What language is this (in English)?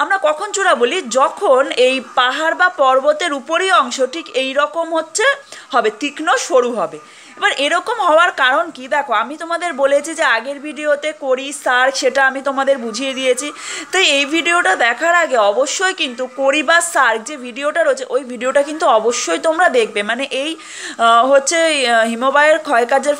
Bangla